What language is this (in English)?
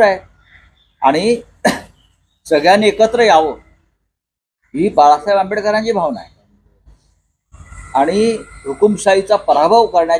Marathi